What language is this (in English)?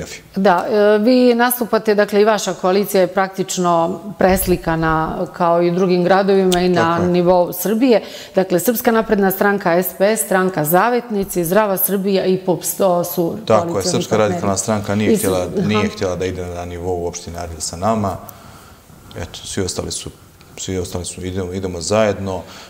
Serbian